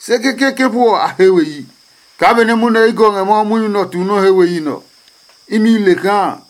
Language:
Adangme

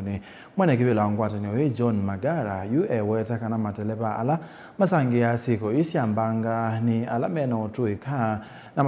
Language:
Kamba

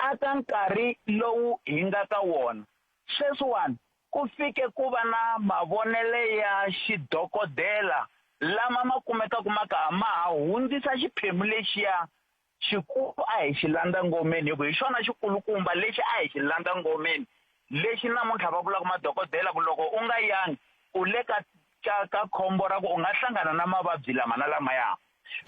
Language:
Tsonga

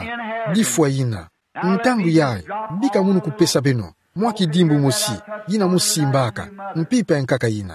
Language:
Kituba (Democratic Republic of Congo)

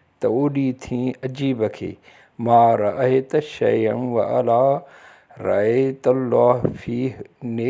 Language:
Sindhi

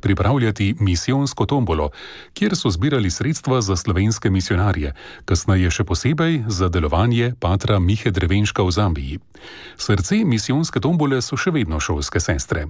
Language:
Slovenian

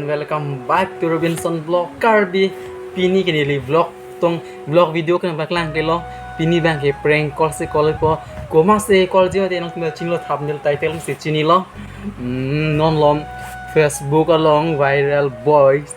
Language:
Karbi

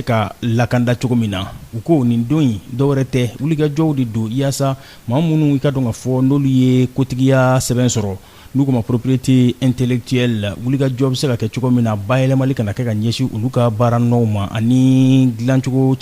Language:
Bambara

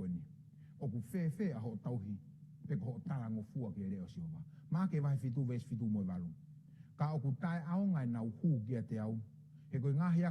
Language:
Tongan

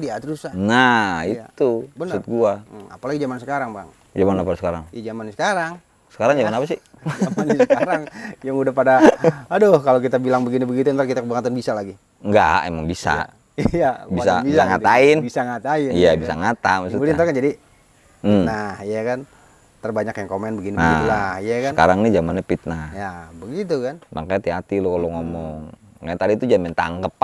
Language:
Betawi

